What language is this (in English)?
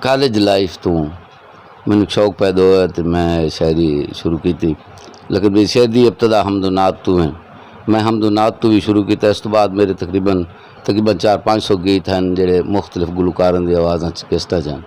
Saraiki